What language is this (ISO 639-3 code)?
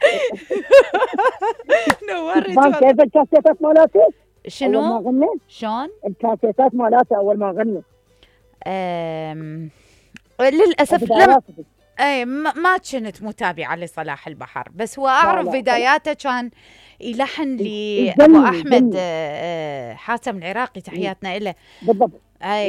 acm